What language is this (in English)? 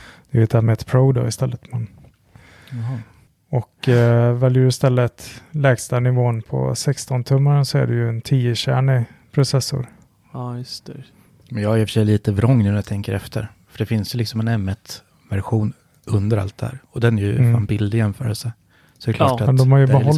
Swedish